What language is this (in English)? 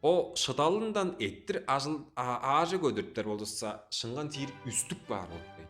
Tuvinian